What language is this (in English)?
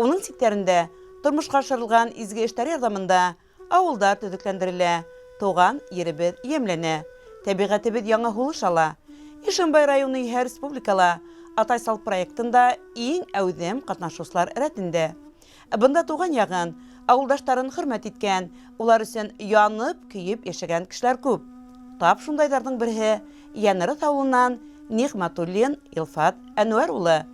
Bashkir